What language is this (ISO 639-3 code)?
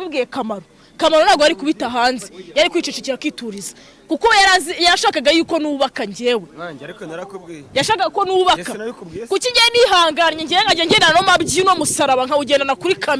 kin